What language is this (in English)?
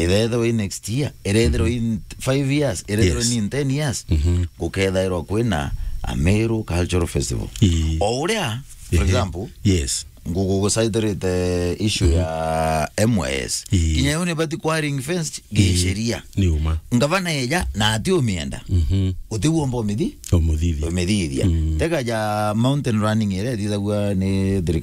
Meru